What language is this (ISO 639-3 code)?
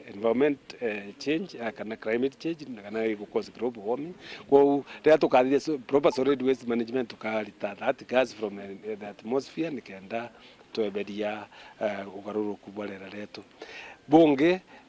mer